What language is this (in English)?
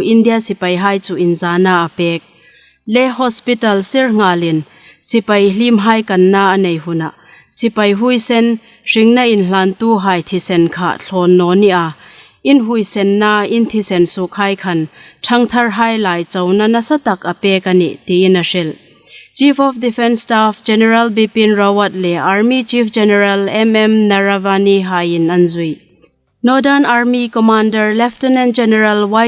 Hmar